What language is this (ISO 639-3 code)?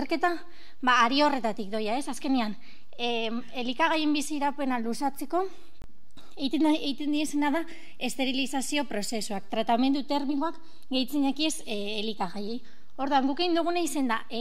eus